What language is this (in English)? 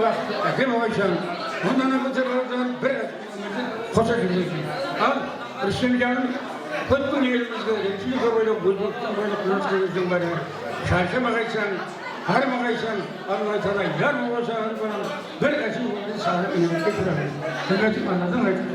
Kara-Kalpak